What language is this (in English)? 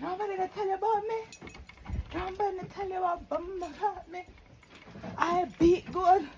Jamaican Creole English